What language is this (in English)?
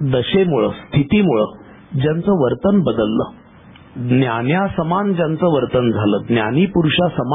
Marathi